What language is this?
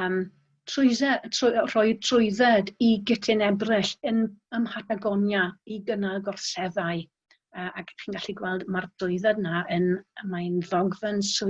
Welsh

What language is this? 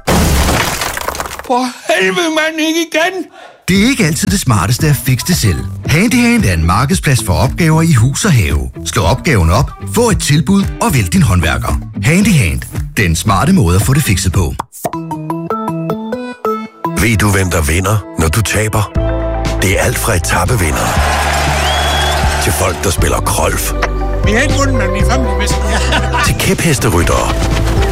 Danish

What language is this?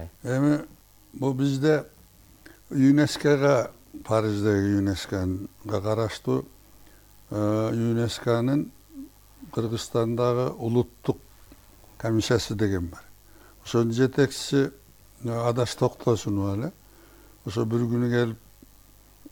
Kyrgyz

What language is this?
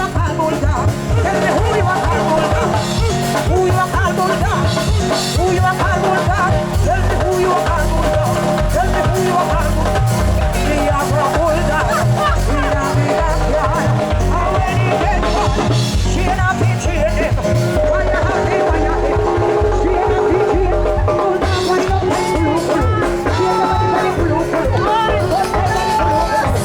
Jamaican Creole English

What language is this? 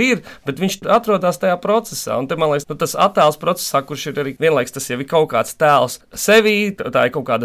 Latvian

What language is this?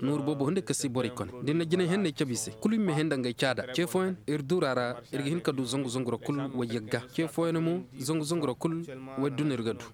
Koyraboro Senni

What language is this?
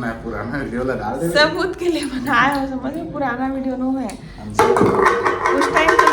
Chhattisgarhi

